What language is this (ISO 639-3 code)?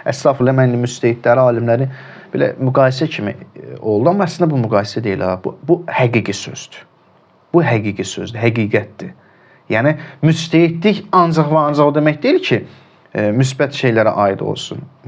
aze